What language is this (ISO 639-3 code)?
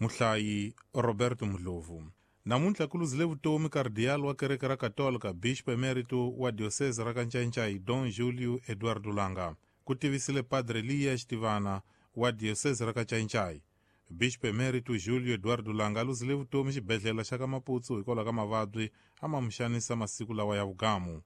tso